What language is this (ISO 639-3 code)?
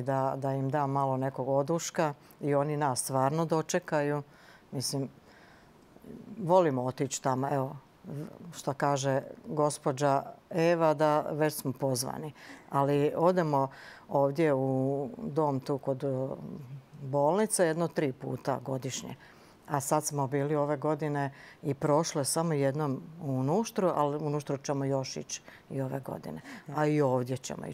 hrv